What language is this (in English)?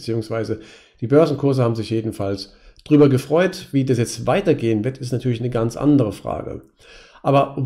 German